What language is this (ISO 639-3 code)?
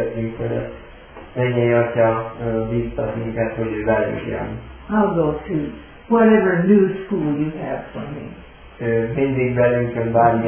hun